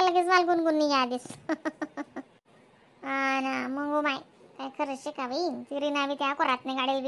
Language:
Khandesi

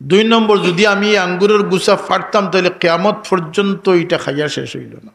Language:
Sylheti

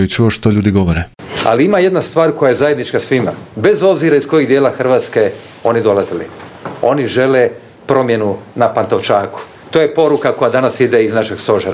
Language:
Croatian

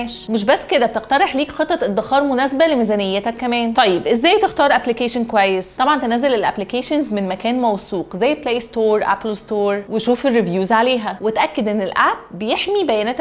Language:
Egyptian Arabic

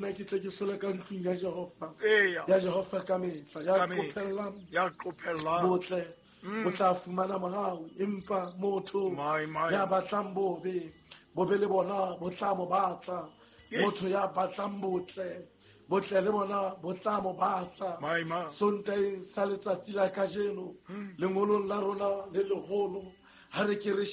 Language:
Southern Sotho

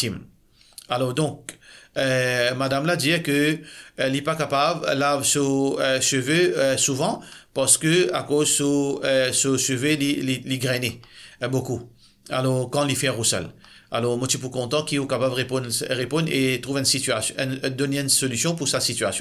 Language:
Morisyen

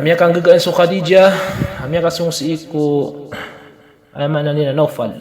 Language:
Maranao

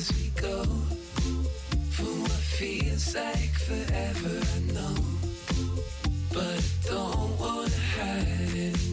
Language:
English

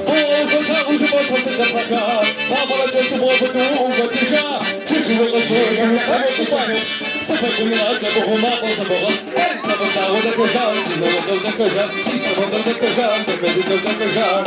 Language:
Kabardian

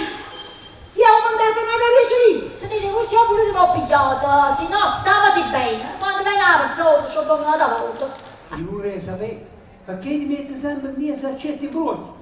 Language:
Neapolitan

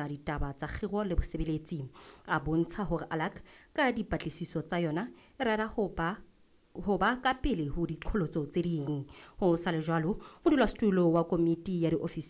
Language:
Southern Sotho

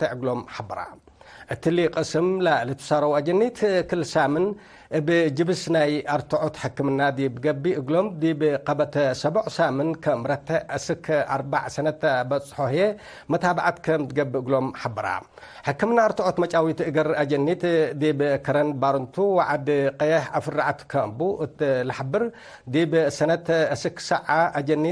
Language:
Tigre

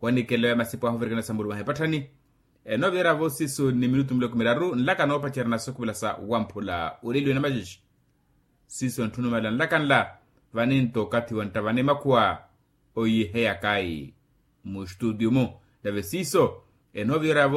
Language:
Makhuwa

